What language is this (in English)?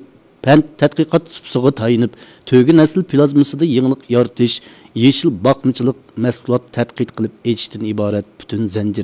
Uyghur